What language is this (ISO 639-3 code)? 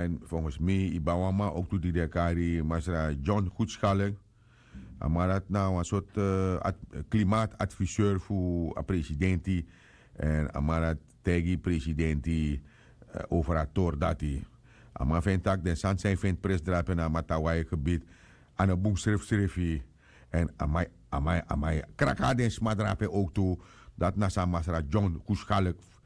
srn